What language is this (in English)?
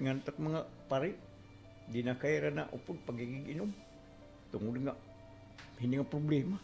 Waray